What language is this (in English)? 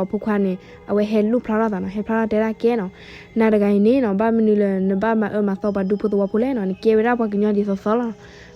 S'gaw Karen